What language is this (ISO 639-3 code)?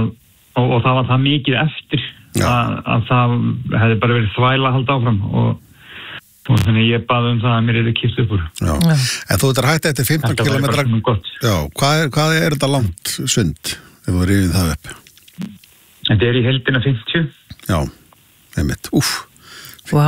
isl